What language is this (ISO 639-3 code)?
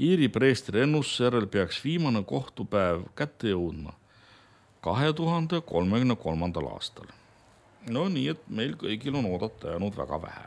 est